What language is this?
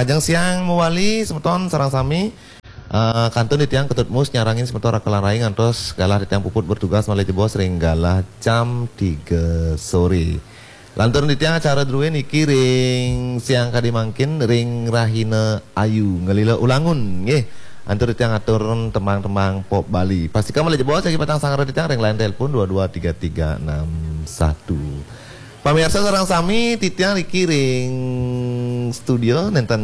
Balinese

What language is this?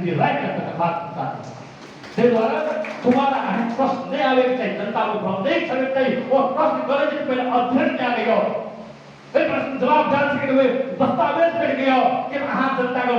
Maithili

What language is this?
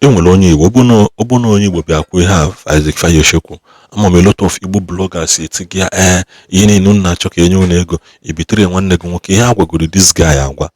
Igbo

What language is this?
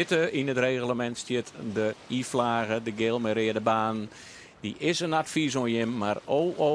Western Frisian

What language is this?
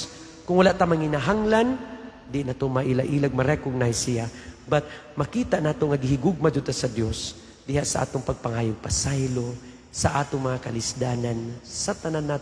Cebuano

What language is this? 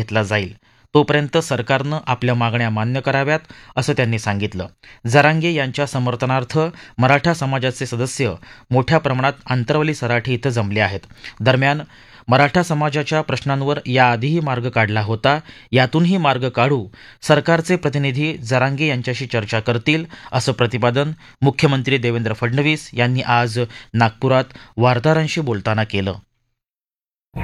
Marathi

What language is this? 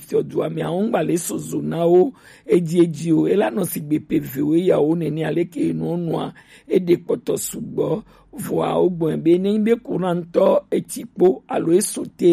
Gen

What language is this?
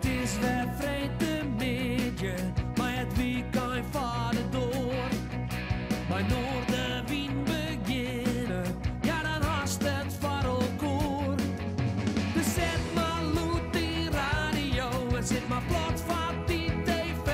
Western Frisian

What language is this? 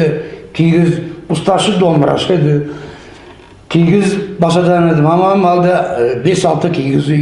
Nogai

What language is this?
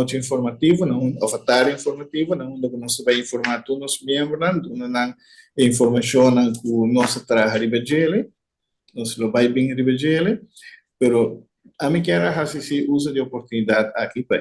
Papiamento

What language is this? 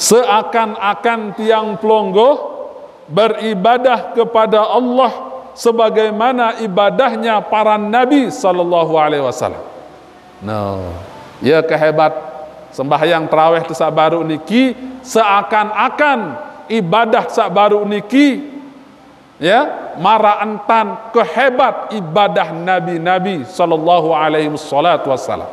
Sasak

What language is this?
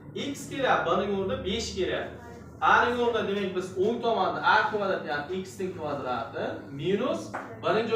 Uzbek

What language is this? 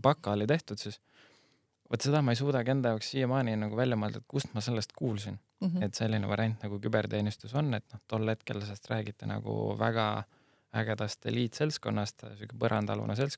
Estonian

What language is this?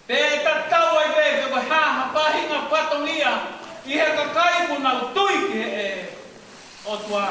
Tongan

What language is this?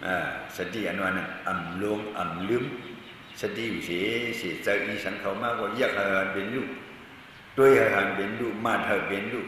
Shan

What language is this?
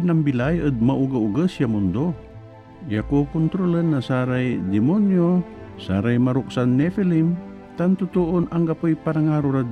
Pangasinan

